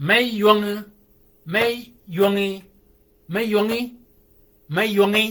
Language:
Shilluk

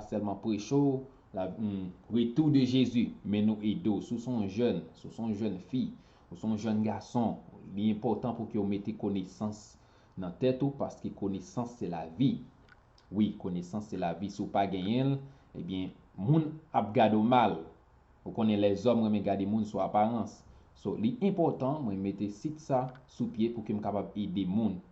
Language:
Haitian Creole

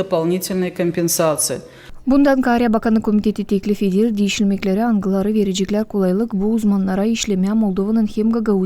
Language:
Gagauz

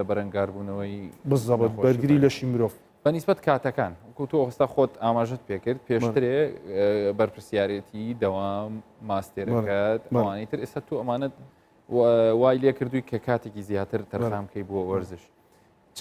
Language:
Central Kurdish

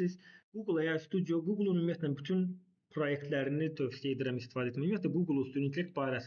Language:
Azerbaijani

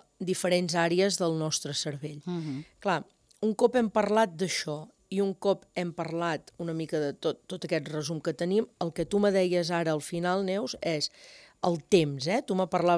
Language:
Catalan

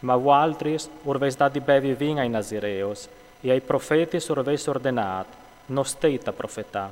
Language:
Friulian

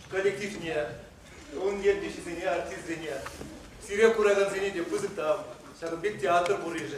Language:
Chuvash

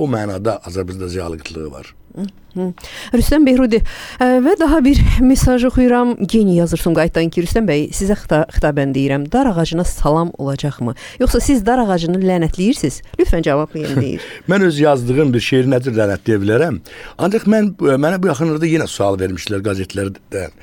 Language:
Azerbaijani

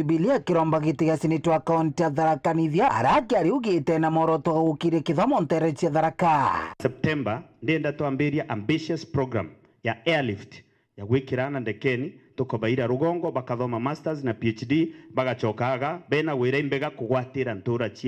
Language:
Meru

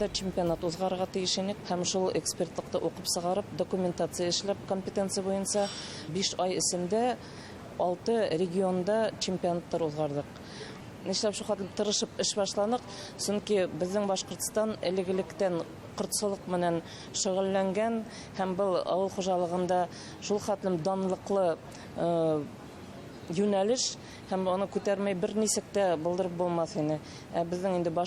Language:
Bashkir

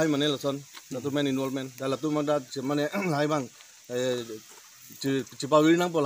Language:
Karbi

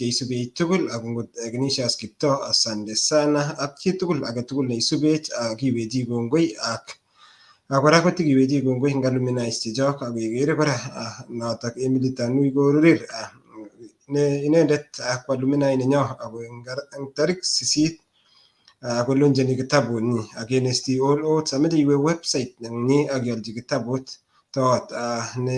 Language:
Kalenjin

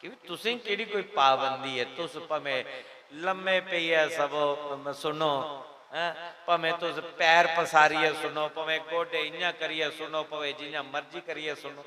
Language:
Dogri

